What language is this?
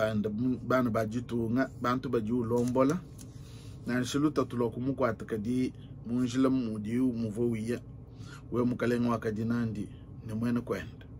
Luba-Lulua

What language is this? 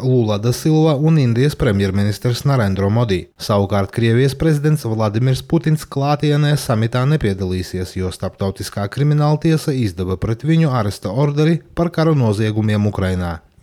Latvian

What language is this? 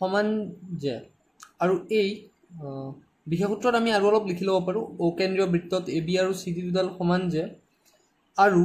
Assamese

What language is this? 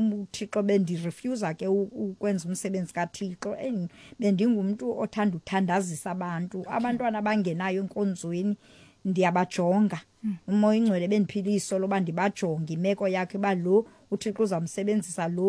Xhosa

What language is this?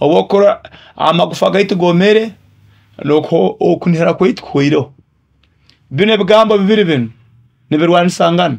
Nyoro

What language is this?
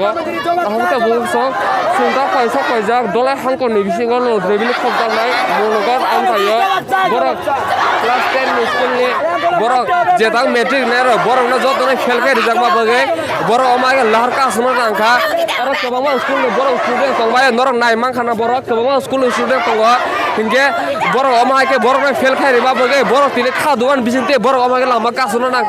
Kok Borok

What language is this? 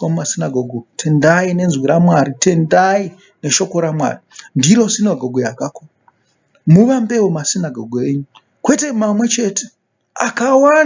Shona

